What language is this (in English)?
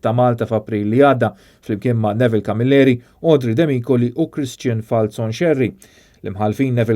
Maltese